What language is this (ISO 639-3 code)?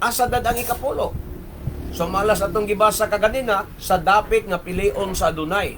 ceb